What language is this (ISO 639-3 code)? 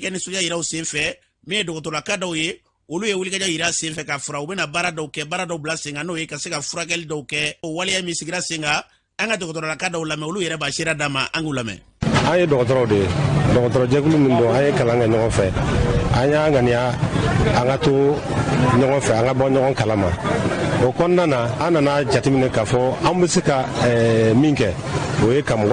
bam